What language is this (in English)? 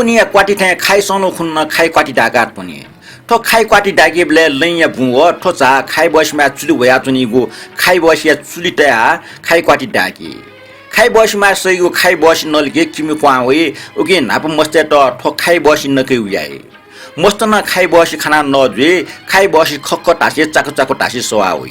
Newari